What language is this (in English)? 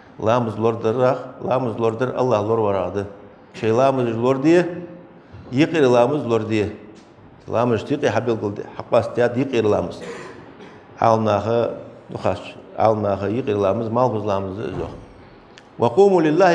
Ingush